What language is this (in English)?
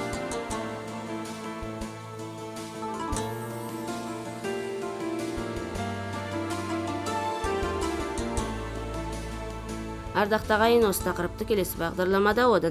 Kazakh